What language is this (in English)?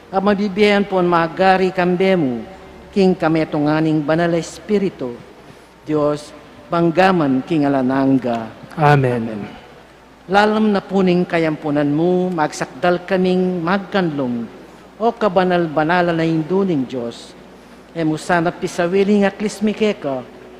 Pampanga